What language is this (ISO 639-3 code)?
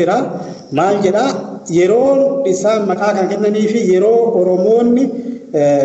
orm